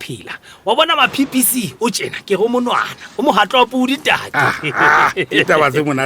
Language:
Southern Sotho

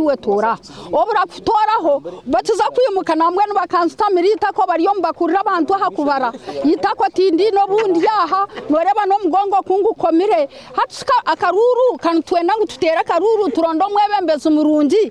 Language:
Nyankole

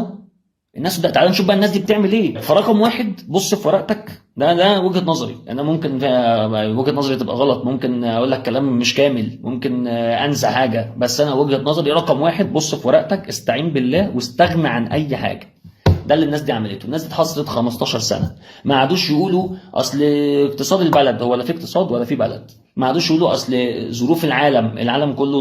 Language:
Egyptian Arabic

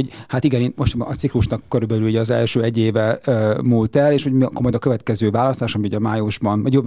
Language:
Hungarian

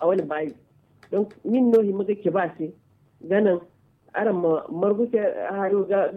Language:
Zarma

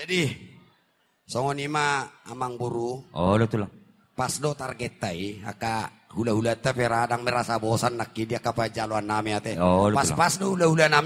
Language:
Batak Toba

